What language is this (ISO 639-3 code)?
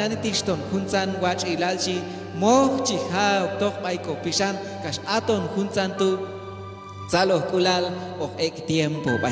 kjb